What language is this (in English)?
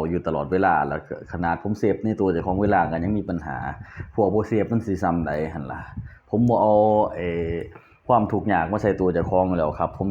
Northeastern Thai